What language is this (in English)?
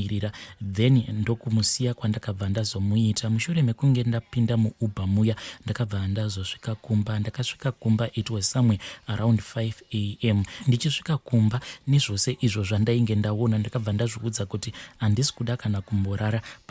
Shona